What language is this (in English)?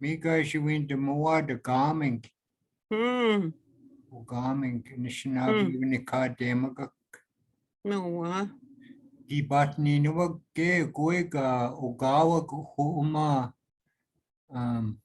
Chippewa